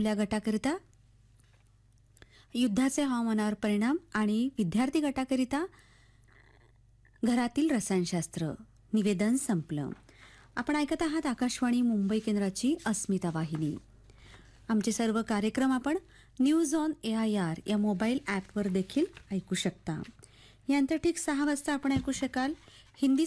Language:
Marathi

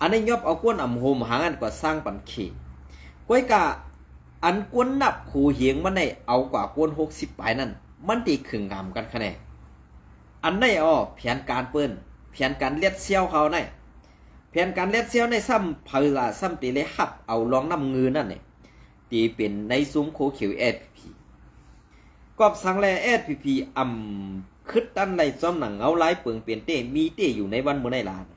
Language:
Shan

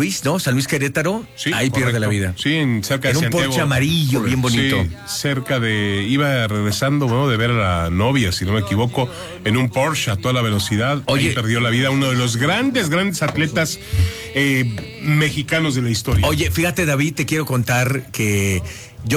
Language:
Spanish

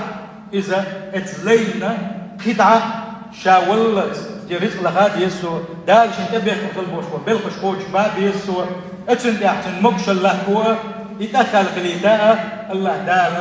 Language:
Chechen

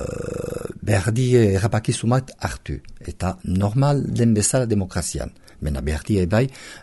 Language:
Basque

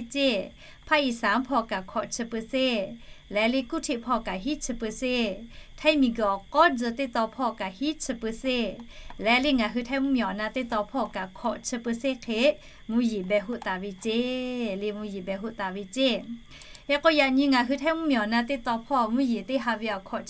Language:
Lahu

